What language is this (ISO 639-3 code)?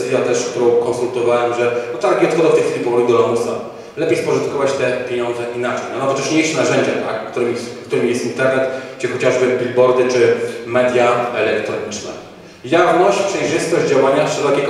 pol